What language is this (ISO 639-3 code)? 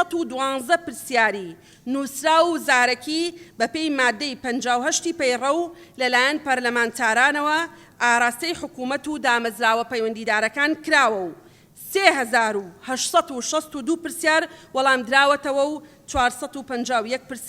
ckb